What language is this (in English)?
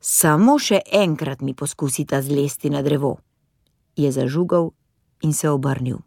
Slovenian